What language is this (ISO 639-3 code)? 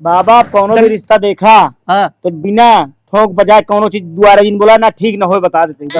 awa